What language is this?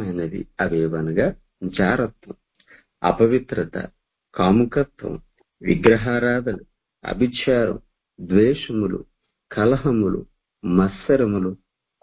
Telugu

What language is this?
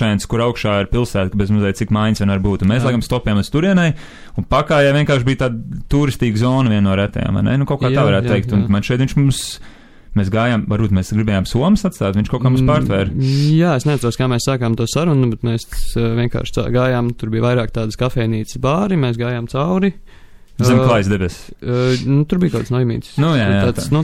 Latvian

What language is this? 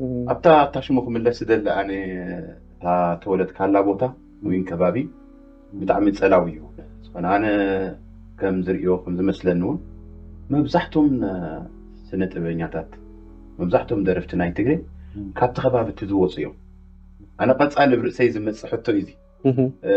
Tigrinya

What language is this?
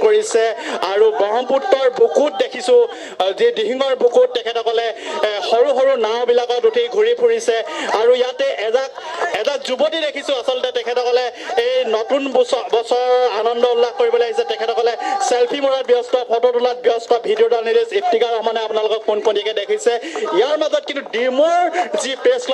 Assamese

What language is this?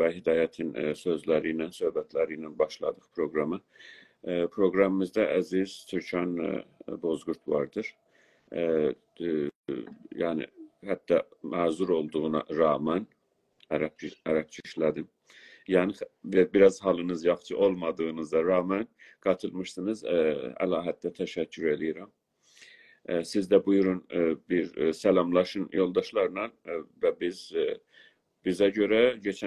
South Azerbaijani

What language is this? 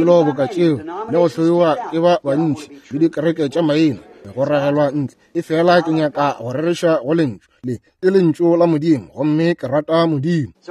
Northern Sotho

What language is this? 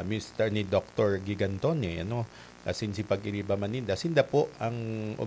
Bikol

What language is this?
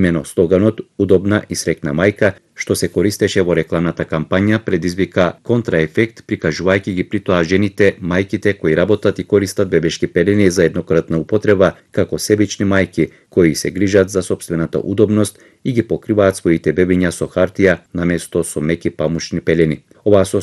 Macedonian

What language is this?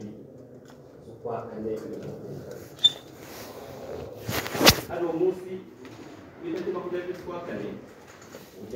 Kinyarwanda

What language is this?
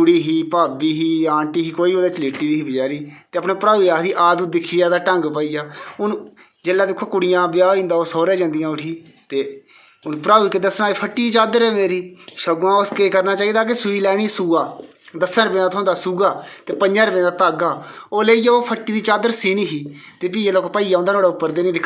Dogri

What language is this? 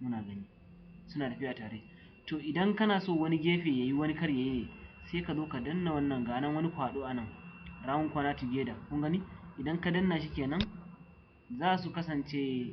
Hausa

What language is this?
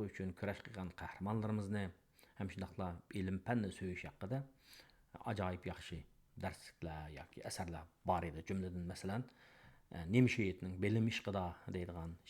Uyghur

